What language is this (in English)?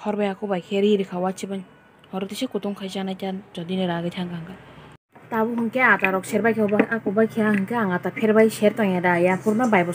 Kok Borok